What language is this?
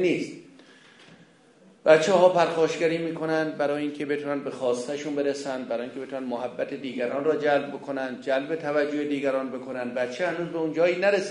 Persian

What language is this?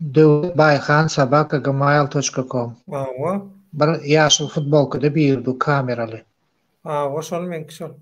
Turkmen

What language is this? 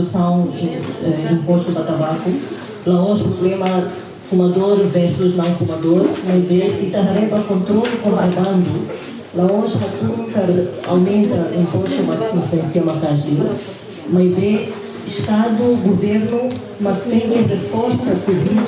Tetum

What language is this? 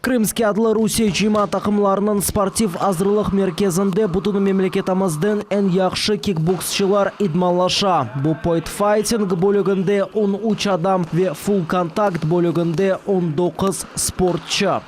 Crimean Tatar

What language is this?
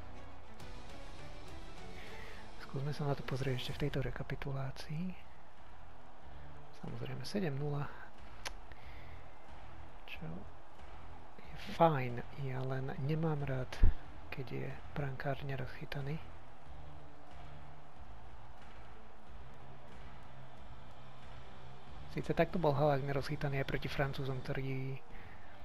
Slovak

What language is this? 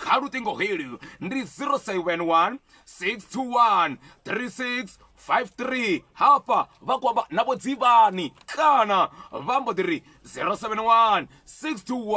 Venda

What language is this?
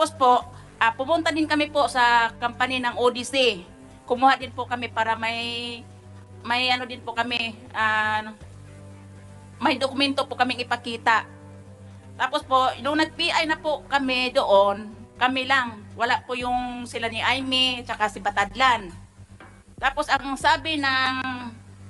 Filipino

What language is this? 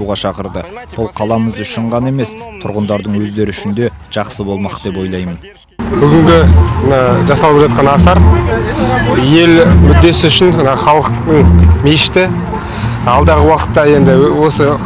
Kazakh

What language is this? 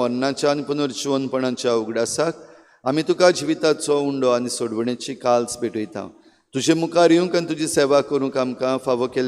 Konkani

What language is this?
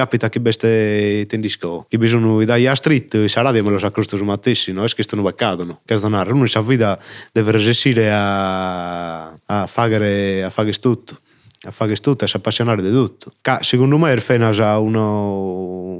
Sardinian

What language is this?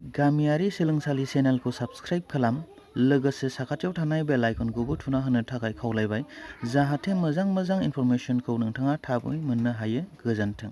Bodo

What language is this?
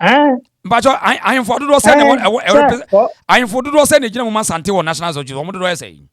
Akan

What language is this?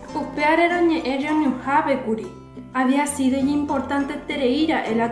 Guarani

